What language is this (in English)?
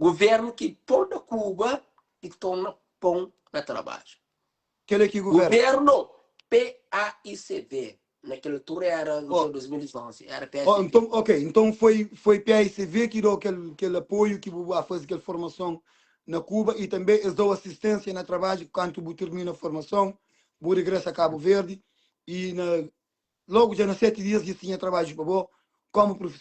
Kabuverdianu